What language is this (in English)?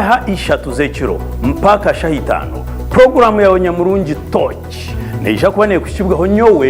Tooro